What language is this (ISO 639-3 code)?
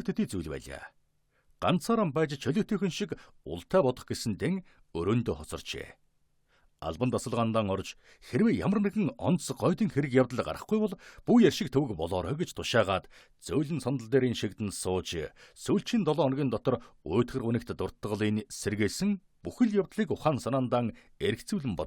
mon